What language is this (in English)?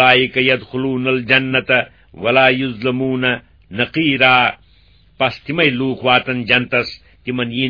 Kashmiri